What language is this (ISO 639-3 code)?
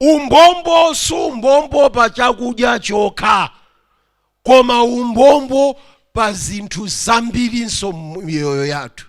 nya